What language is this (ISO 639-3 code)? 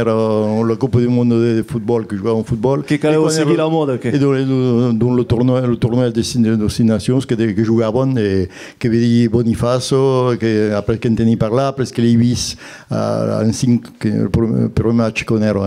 oci